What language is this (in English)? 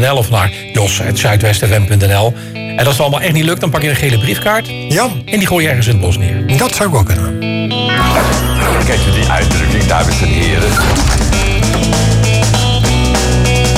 Dutch